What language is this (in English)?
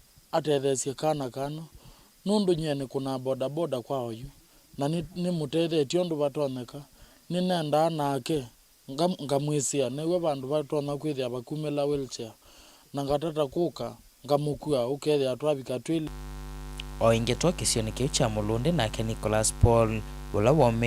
Kamba